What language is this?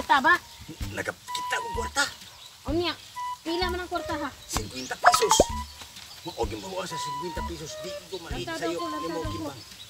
Cebuano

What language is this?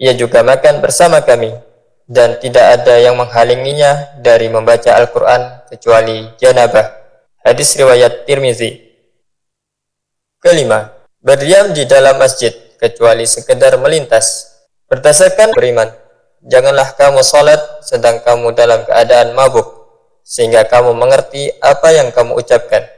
Indonesian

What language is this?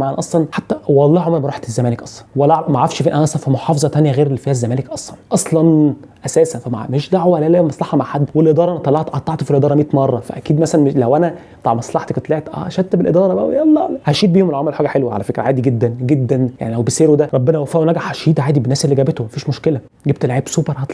Egyptian Arabic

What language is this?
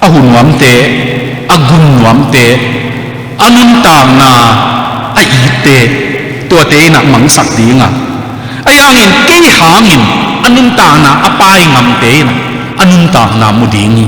Tedim Chin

